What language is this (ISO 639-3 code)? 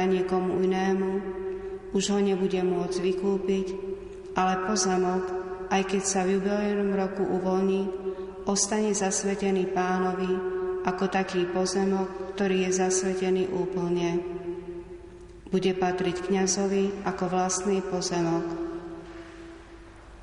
slk